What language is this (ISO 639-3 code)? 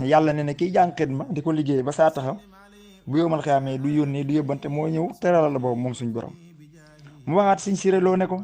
wol